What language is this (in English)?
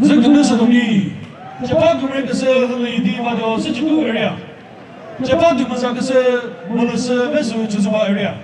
Chokri Naga